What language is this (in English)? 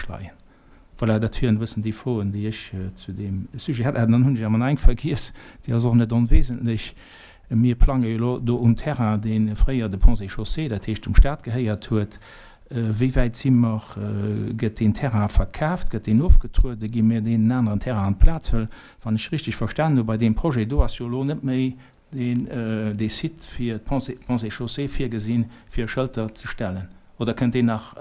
Luxembourgish